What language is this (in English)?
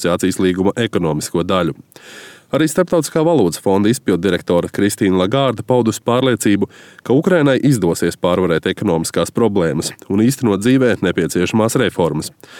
Latvian